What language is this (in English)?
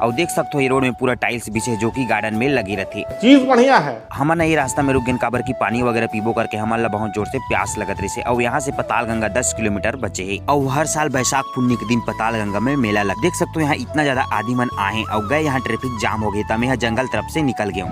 Chhattisgarhi